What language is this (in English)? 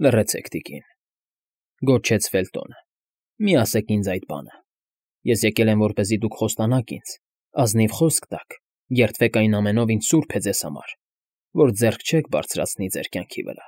Armenian